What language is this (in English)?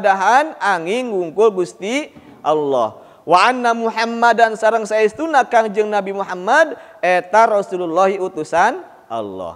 Sundanese